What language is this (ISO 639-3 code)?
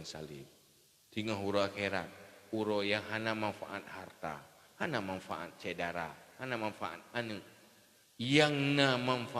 ace